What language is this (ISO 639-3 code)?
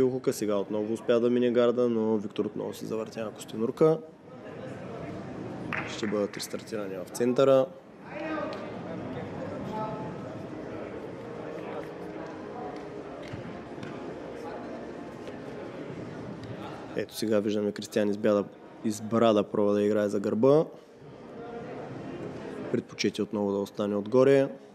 bul